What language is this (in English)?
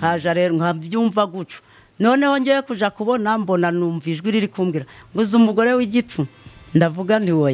Kinyarwanda